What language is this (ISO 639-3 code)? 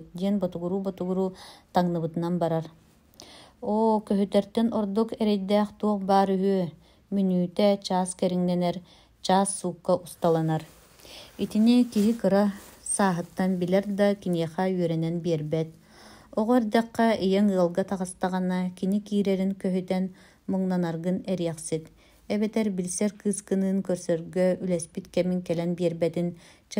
sah